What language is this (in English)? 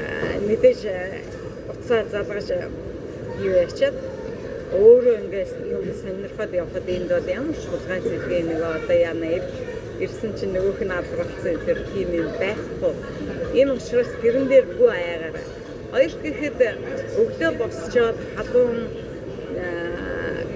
Mongolian